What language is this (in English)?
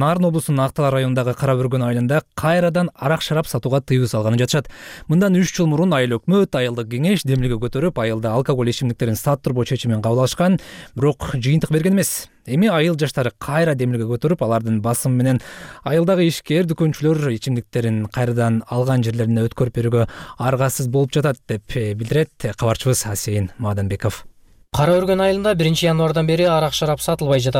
Kyrgyz